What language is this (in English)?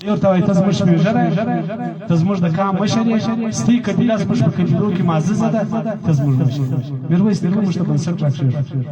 Pashto